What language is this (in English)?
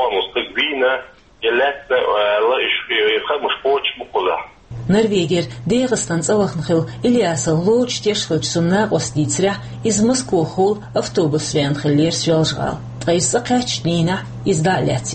Chechen